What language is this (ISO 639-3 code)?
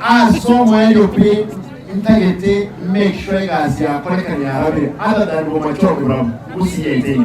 guz